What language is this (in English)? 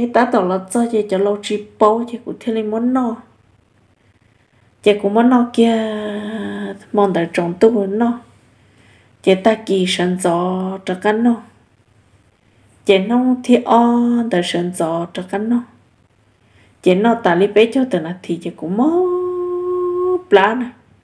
Vietnamese